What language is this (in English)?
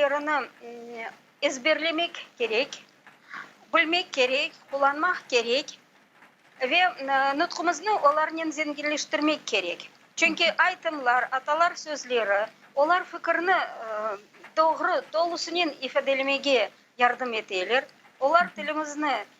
Crimean Tatar